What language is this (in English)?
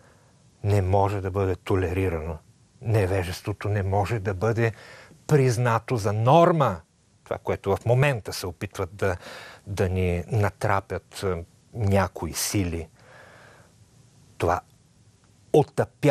Bulgarian